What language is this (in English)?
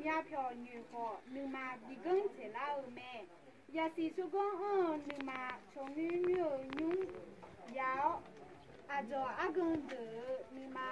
Akha